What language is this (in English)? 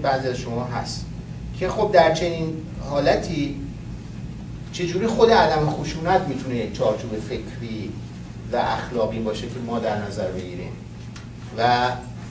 Persian